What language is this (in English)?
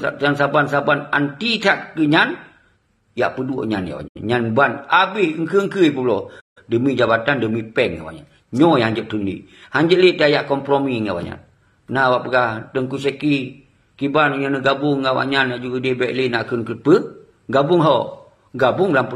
Achinese